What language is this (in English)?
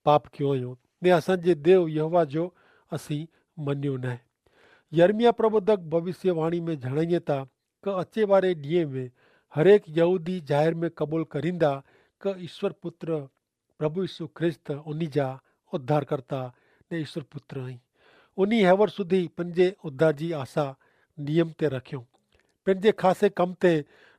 Kachhi